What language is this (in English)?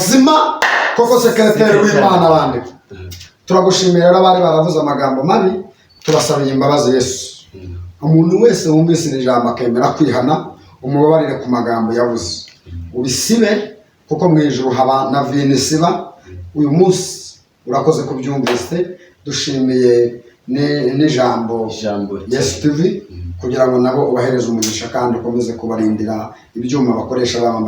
Kinyarwanda